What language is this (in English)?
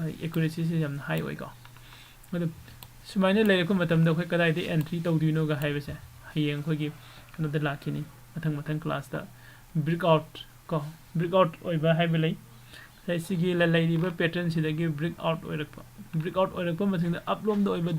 Manipuri